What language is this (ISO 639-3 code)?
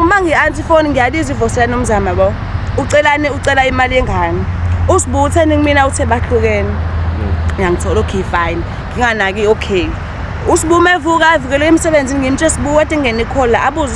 zul